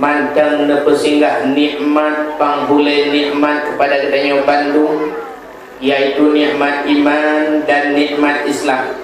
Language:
Achinese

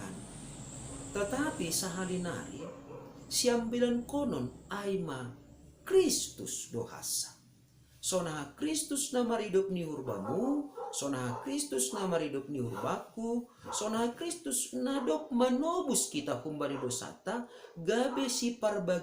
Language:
Batak Simalungun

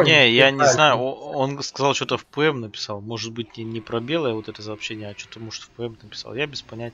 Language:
Russian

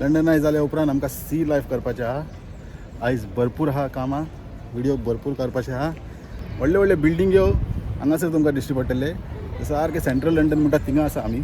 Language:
Konkani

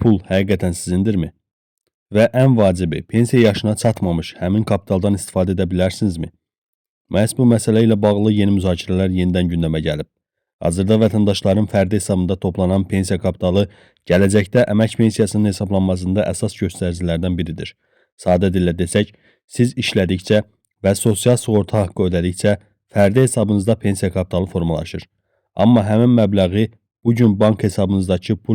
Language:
Azerbaijani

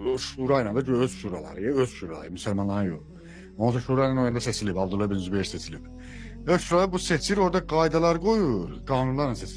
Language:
Azerbaijani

